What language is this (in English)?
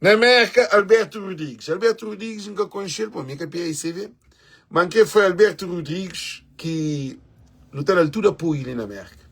Kabuverdianu